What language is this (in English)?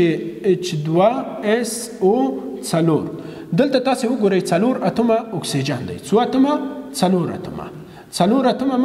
Pashto